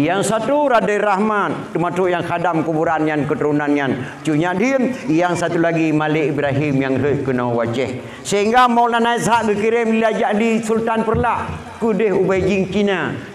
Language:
Achinese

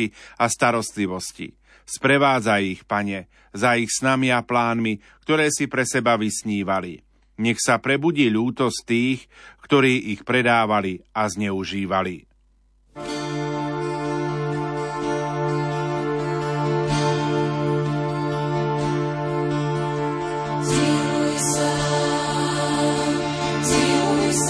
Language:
Slovak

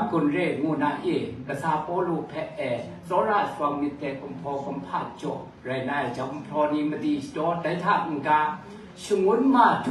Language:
Kachin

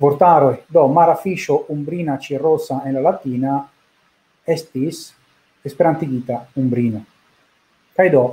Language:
Esperanto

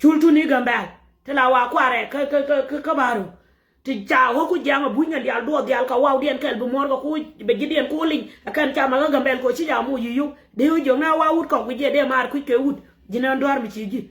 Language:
Nuer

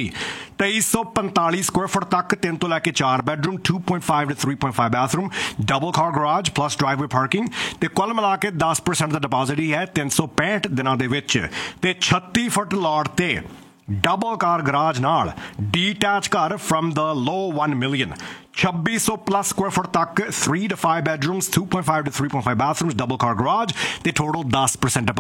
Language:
Punjabi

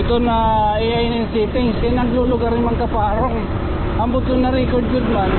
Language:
Waray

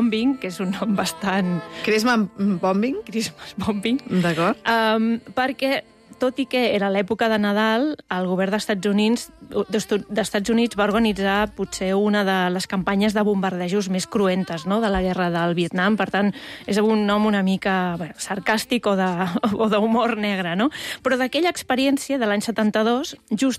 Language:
Catalan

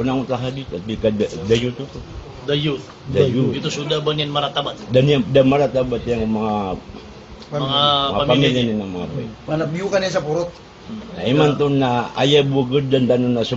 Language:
Maranao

